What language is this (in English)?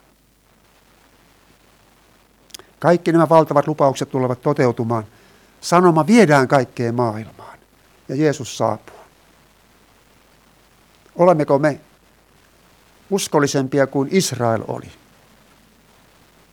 Finnish